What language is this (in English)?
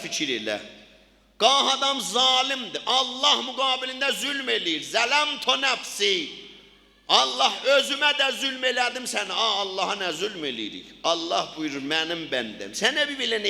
South Azerbaijani